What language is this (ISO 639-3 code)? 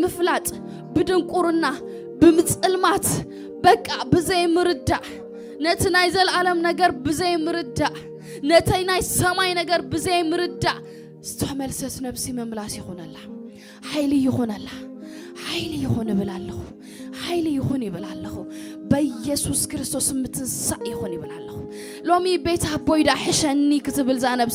tir